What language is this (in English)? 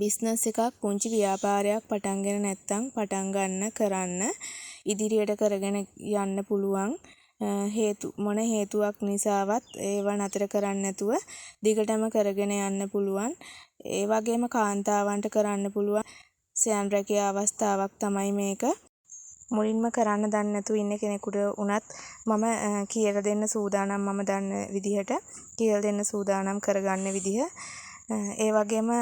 Sinhala